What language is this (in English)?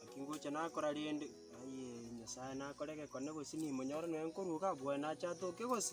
Gusii